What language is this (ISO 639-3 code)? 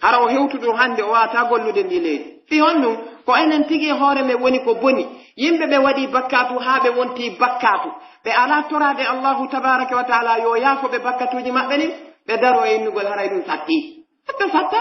fuf